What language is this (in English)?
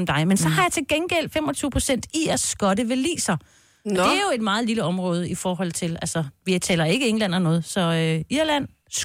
Danish